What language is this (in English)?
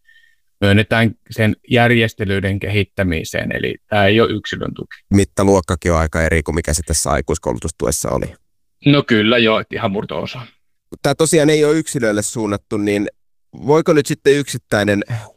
Finnish